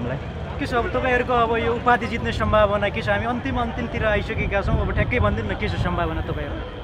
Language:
Nepali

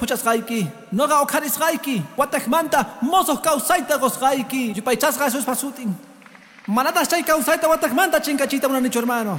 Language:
Quechua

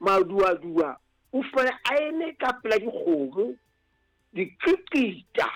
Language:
Southern Sotho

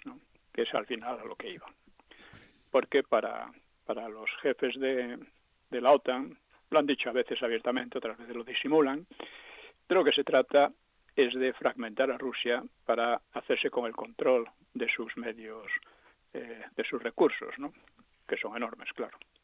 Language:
Spanish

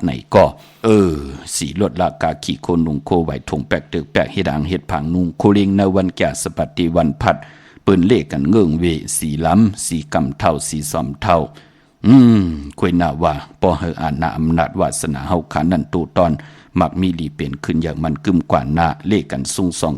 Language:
Shan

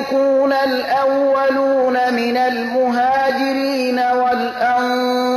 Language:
Persian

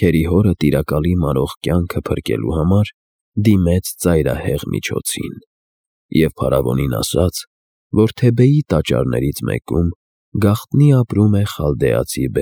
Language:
Armenian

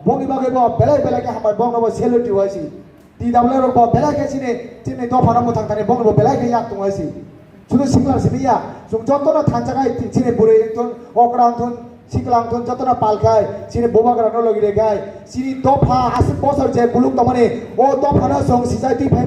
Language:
Kok Borok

